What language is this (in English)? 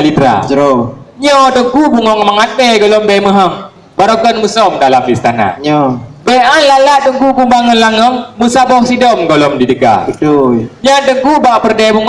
Achinese